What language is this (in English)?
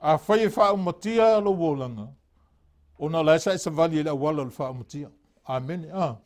Samoan